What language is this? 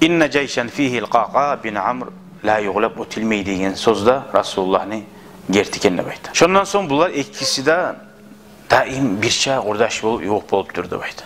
Kumyk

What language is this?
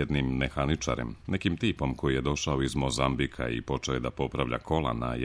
Serbian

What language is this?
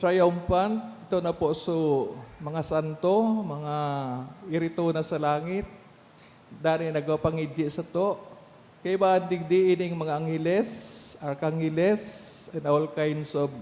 Bikol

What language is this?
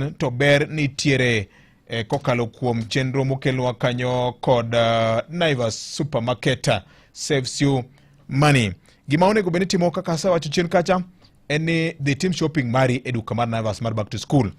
Luo (Kenya and Tanzania)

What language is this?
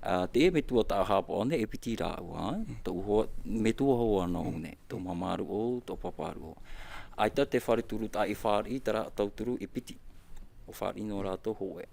Tahitian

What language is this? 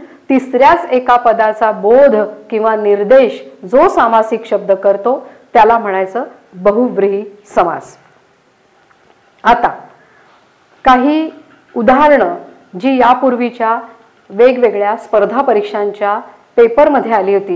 Marathi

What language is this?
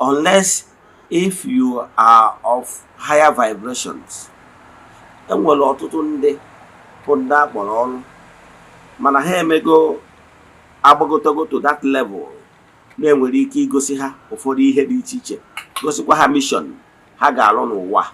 Igbo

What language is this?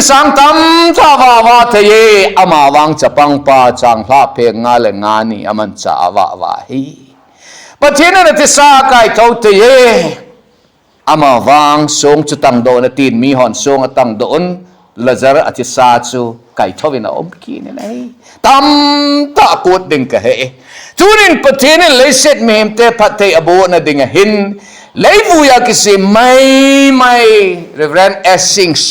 Thado Chin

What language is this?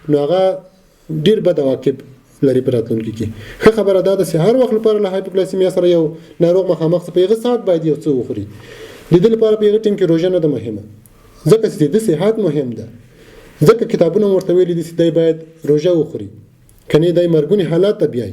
Pashto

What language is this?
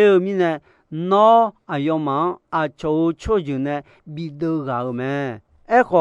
Akha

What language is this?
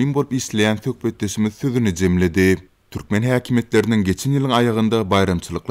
Turkmen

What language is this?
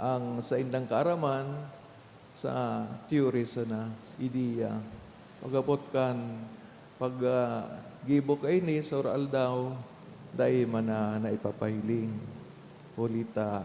Bikol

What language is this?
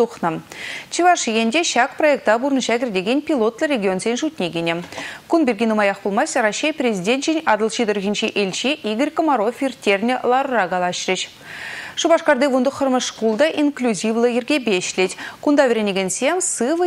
Chuvash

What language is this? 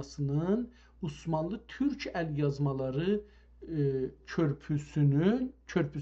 South Azerbaijani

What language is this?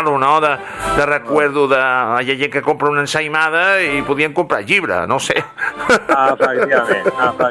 Catalan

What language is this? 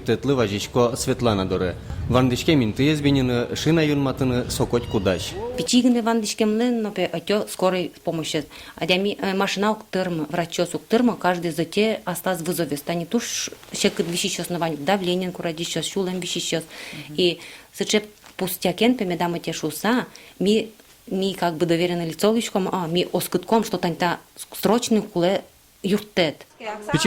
Udmurt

